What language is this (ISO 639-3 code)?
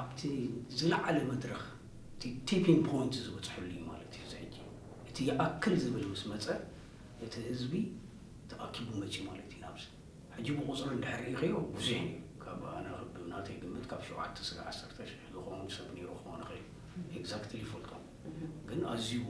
tir